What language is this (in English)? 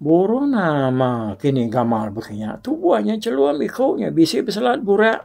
Iban